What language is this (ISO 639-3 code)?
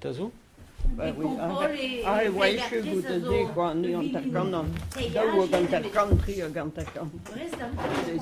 bre